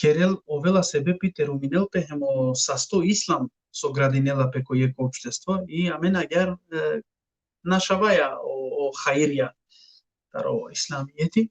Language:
Balkan Romani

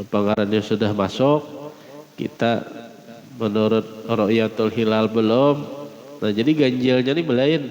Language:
Banjar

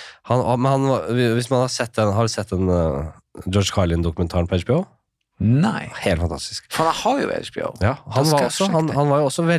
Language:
Norwegian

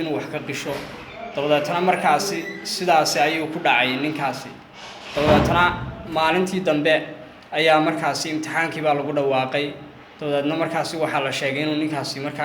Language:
Somali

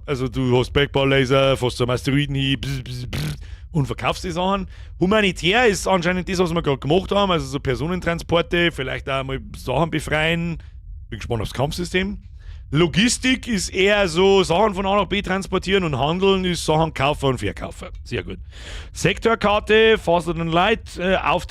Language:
Bavarian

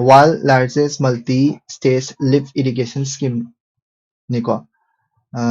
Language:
Manipuri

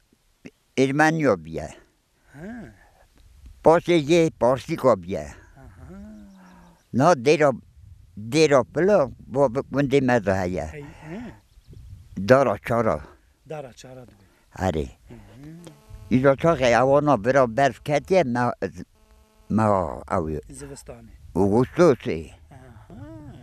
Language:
Kurdish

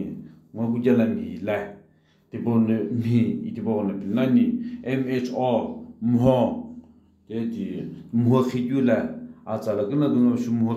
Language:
Sumi Naga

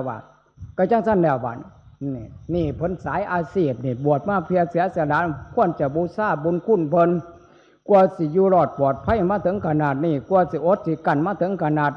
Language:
Northeastern Thai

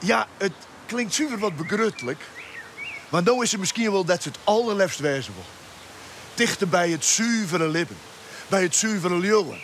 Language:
Western Frisian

